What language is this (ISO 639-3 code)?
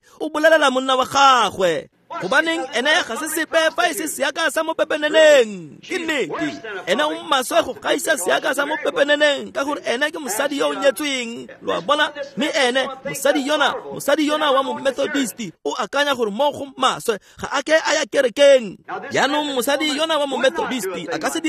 tsn